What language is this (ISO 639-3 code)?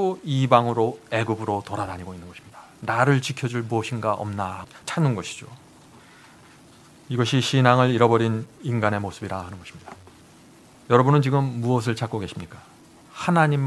kor